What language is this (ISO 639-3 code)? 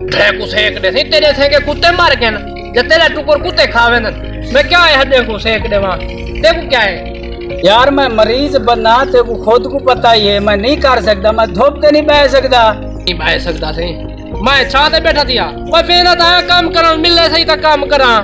skr